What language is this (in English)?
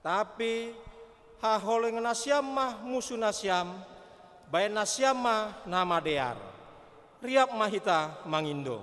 Batak Simalungun